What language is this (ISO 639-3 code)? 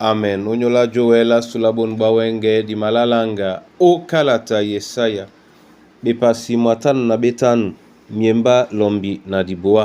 dua